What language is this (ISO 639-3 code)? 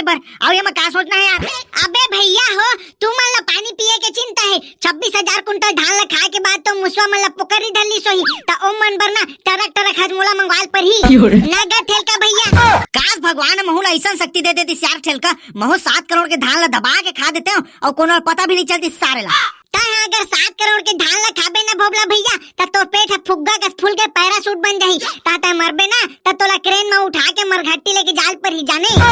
hne